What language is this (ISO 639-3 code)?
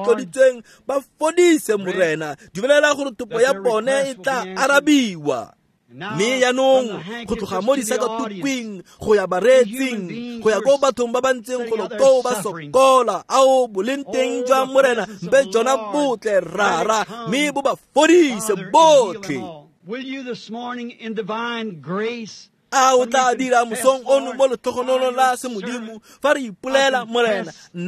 tsn